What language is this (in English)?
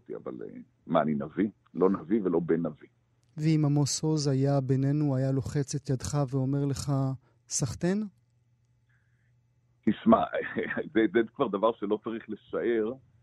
Hebrew